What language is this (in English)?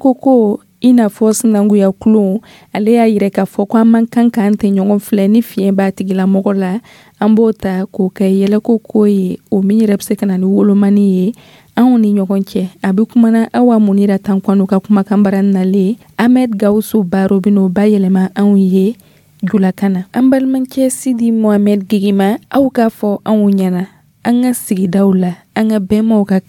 Dyula